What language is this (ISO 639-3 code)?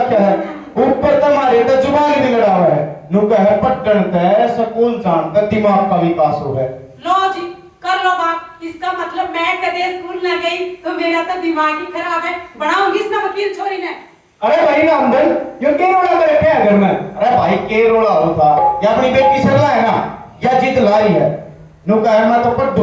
bgc